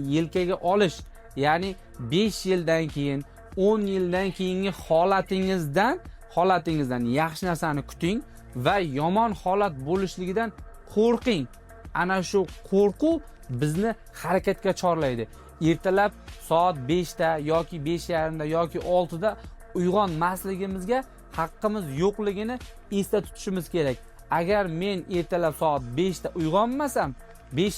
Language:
Uzbek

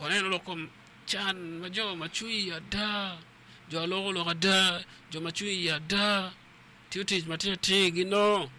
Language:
Acoli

